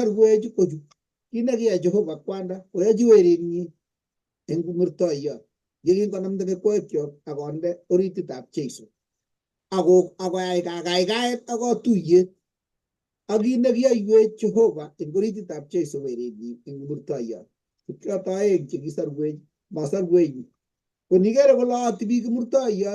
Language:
Kalenjin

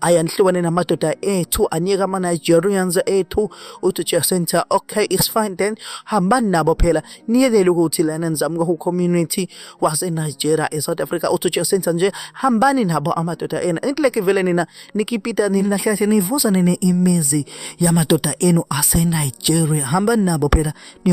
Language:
Zulu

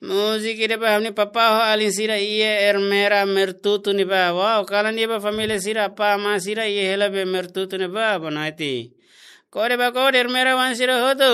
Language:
Tetum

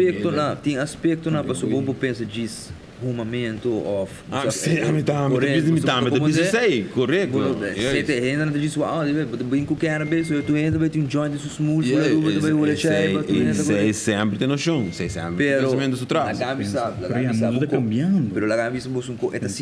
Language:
Papiamento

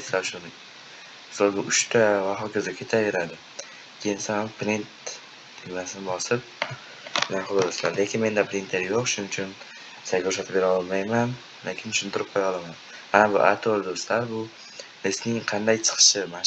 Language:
Uzbek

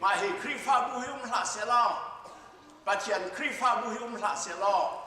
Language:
Hakha Chin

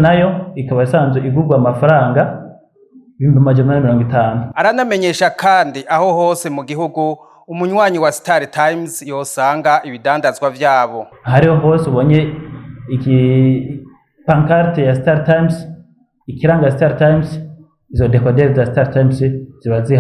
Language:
Rundi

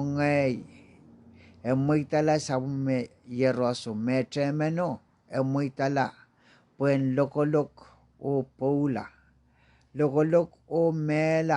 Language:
Pohnpeian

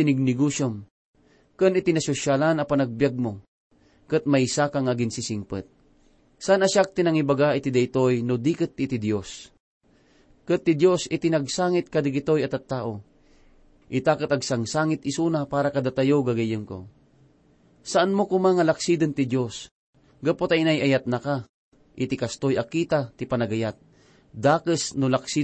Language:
Iloko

